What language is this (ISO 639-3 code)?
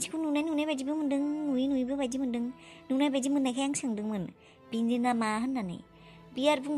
brx